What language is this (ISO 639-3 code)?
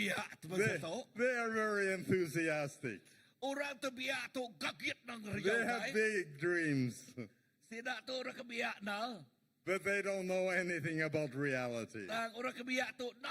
iba